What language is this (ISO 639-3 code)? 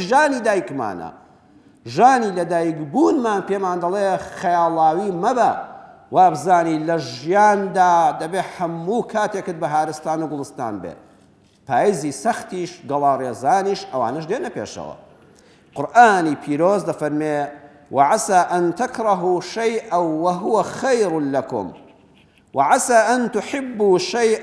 ckb